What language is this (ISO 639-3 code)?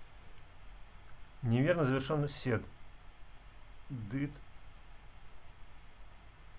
rus